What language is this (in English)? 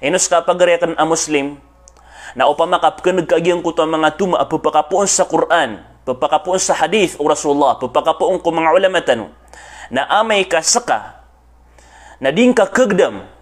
Maranao